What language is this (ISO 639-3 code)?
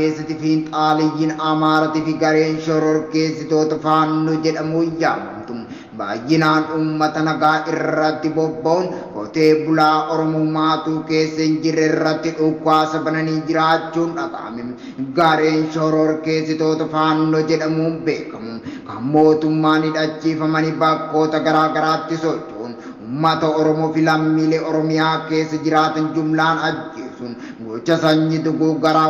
orm